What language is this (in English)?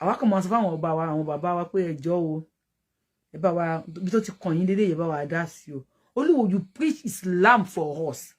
Yoruba